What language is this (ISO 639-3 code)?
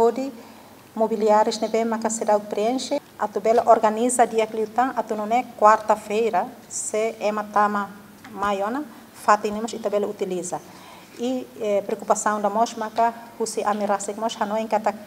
tet